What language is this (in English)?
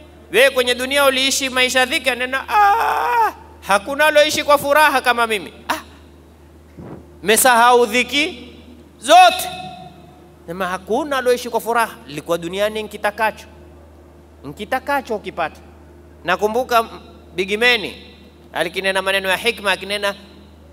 Swahili